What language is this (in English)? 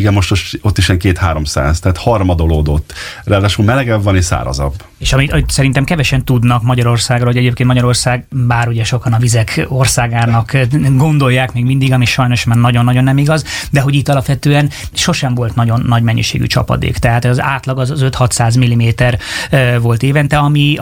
Hungarian